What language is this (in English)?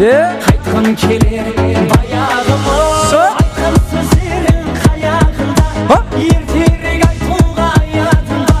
Kara-Kalpak